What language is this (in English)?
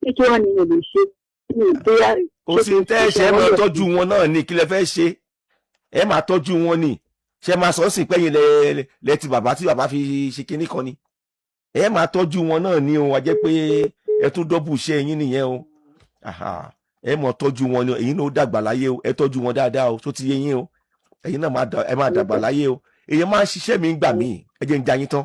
Yoruba